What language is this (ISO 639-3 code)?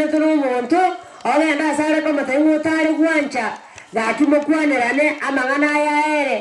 guz